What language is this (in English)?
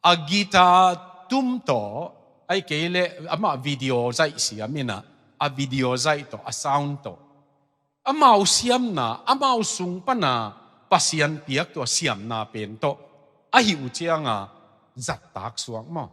Tedim Chin